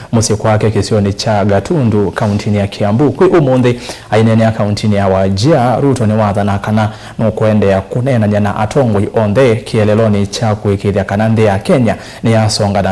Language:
Kamba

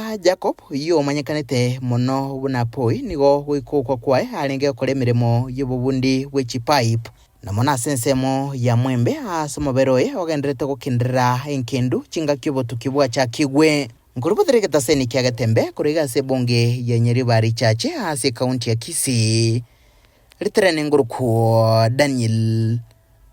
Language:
Gusii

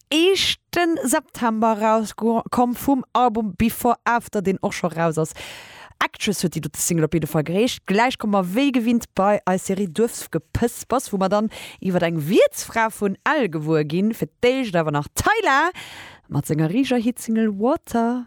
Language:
Luxembourgish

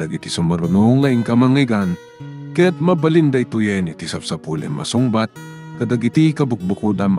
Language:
Iloko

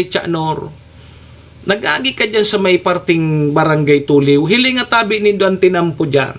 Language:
Bikol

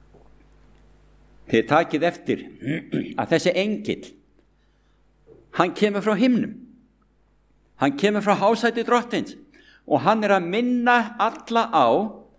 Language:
Icelandic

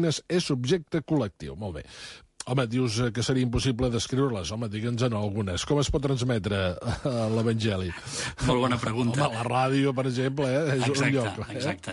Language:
Catalan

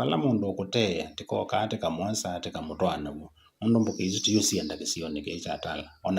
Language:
Kamba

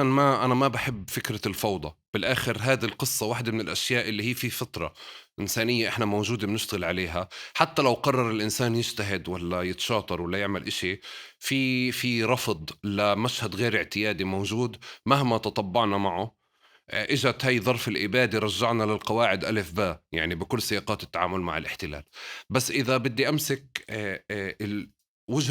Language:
North Levantine Arabic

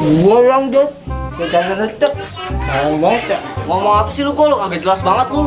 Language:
Betawi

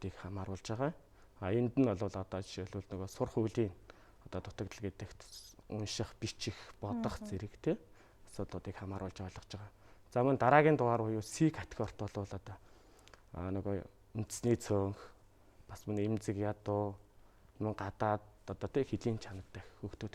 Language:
Mongolian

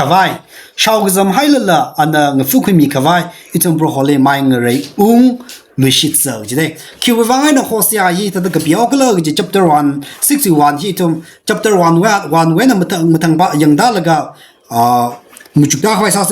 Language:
Tangkhul Naga (India)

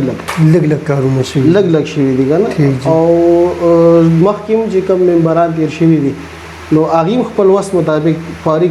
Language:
Pashto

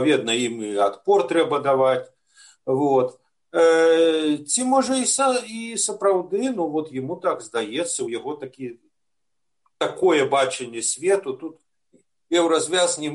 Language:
Belarusian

